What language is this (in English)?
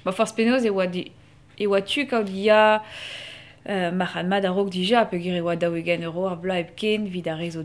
Breton